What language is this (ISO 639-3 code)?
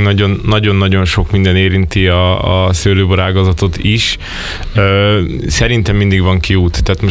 hun